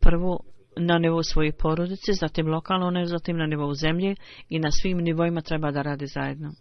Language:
Bosnian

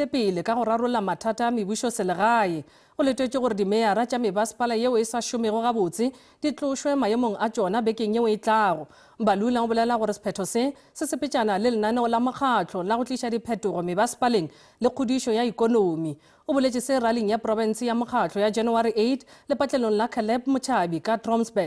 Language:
Northern Sotho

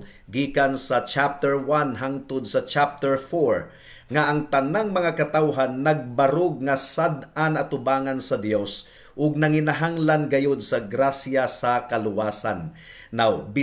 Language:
Cebuano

